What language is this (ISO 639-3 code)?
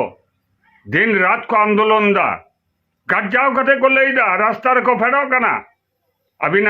sat